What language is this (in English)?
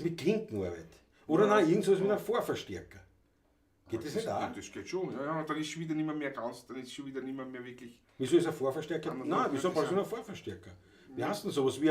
Bavarian